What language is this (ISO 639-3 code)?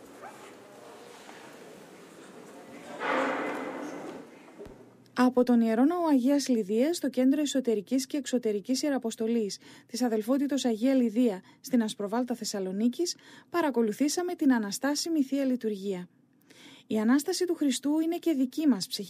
ell